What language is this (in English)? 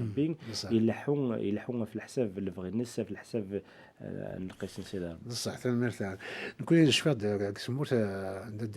Kabyle